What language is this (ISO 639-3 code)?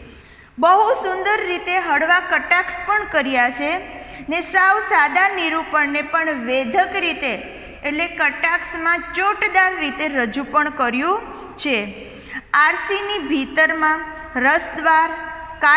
guj